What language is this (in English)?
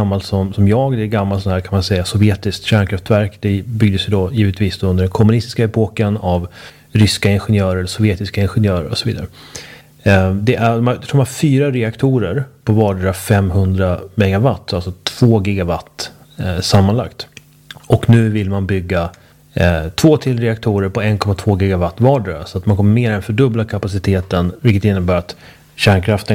Swedish